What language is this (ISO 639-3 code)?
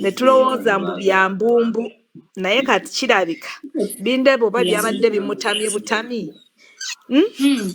lug